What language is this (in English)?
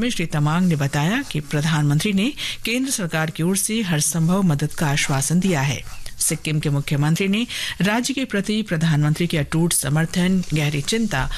Hindi